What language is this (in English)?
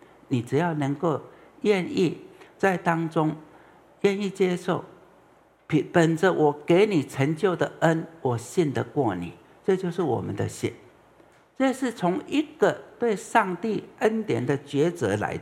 Chinese